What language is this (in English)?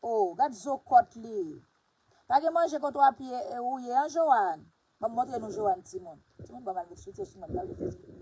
Haitian Creole